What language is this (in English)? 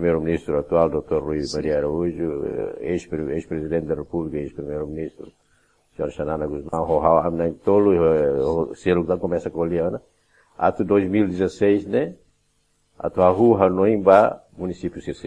Tetum